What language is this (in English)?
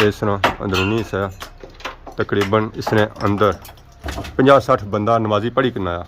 Pahari-Potwari